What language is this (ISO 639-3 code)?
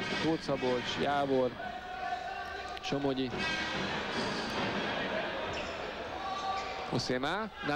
hun